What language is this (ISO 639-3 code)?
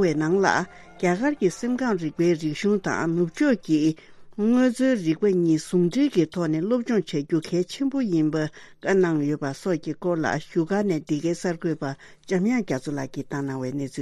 bod